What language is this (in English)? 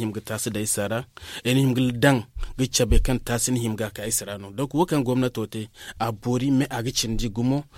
Zarma